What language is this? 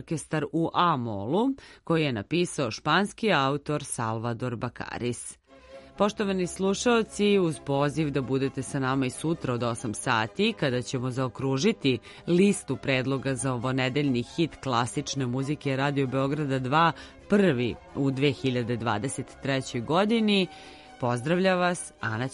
Serbian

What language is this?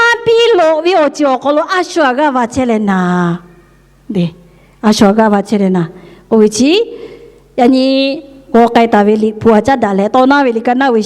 Lahu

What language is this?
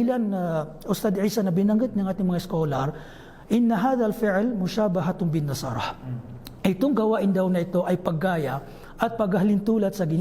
Maranao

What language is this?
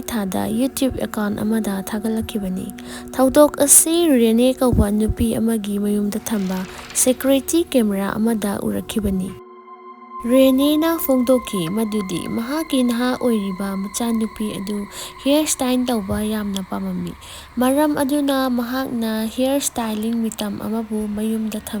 Manipuri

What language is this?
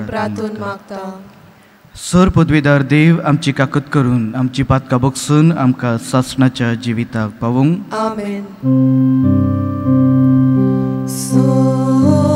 Konkani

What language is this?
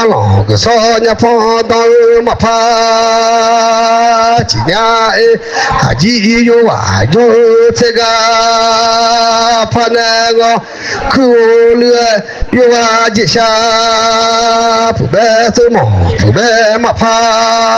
Akha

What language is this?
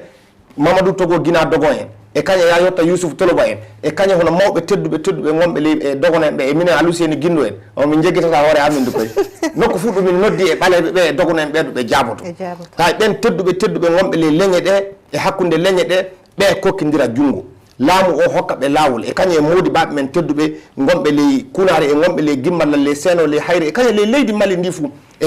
Fula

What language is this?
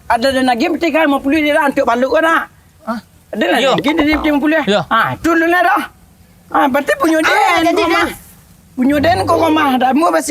Minangkabau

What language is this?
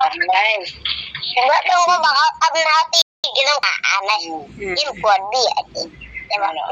Northeastern Thai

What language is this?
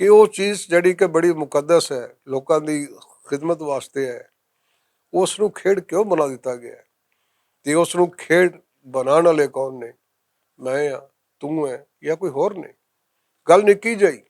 Western Panjabi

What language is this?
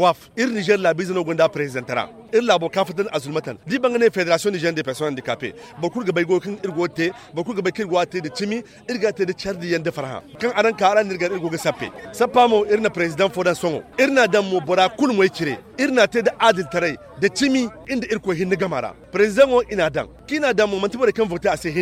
Zarma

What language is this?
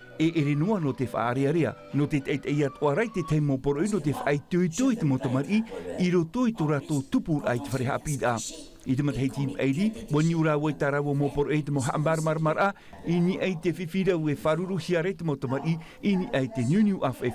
Tahitian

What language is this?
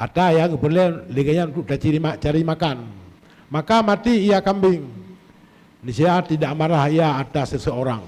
Achinese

